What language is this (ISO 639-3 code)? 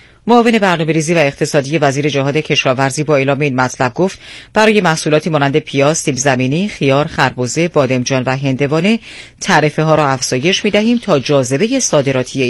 fas